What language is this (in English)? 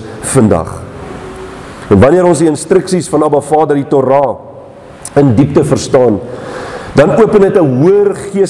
Afrikaans